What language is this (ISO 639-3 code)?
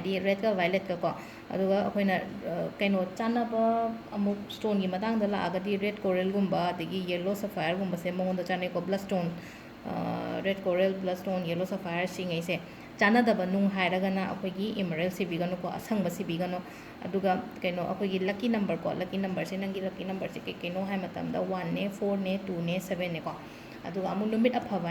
mni